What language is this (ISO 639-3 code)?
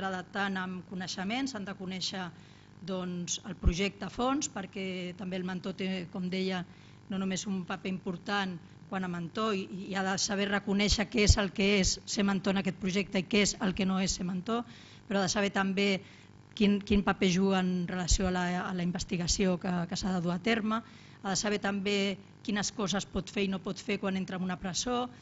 cat